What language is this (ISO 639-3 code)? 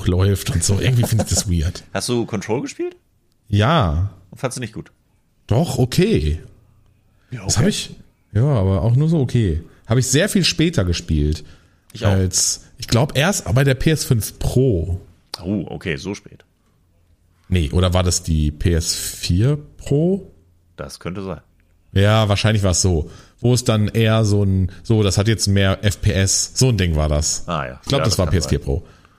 deu